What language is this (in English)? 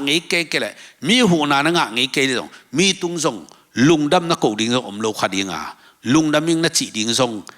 Tedim Chin